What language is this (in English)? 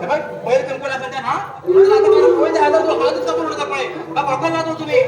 Konkani